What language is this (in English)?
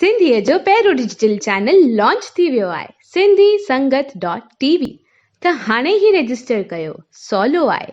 Sindhi